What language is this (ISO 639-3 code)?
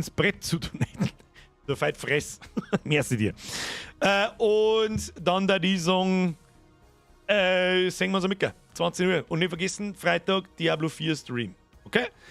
bar